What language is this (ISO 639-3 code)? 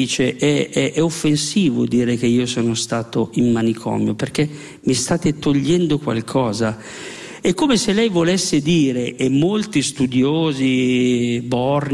ita